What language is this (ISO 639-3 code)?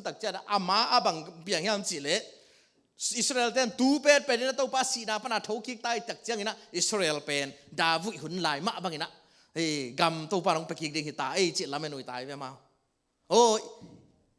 ctd